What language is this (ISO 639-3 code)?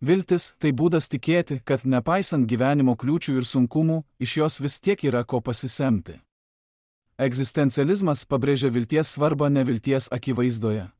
lit